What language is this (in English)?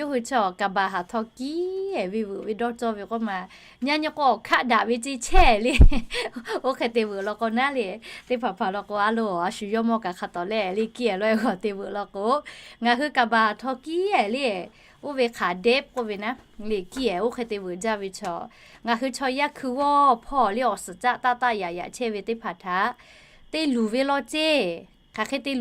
Lahu